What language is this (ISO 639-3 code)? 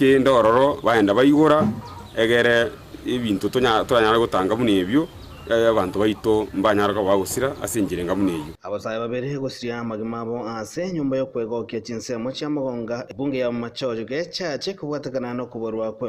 guz